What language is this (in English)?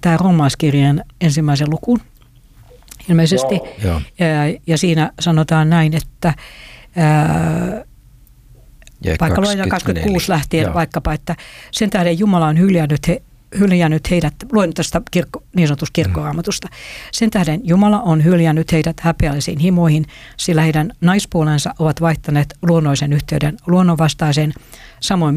Finnish